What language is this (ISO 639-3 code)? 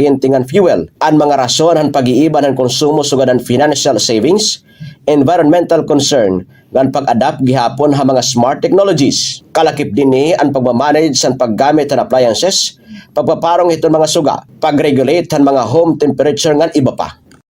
war